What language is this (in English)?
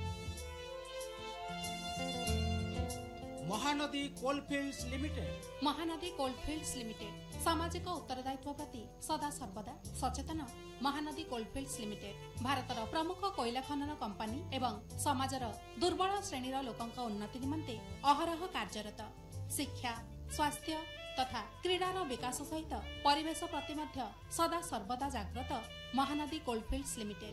Odia